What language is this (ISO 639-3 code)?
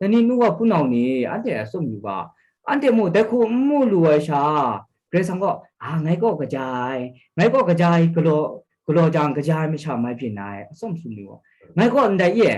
kac